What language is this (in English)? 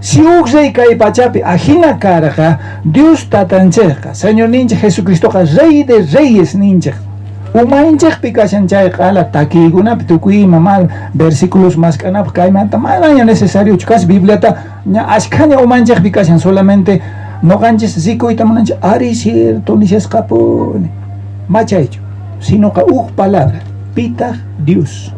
South Bolivian Quechua